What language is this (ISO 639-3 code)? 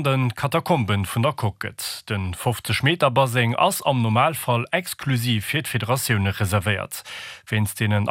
ltz